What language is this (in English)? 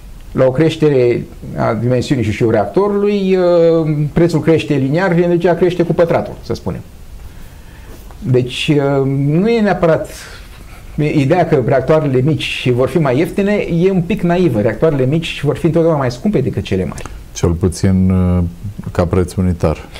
Romanian